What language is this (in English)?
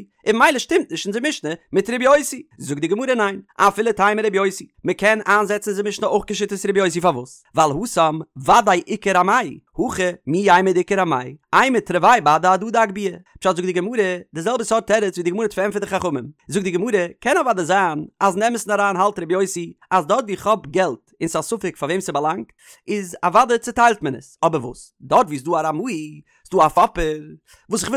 Yiddish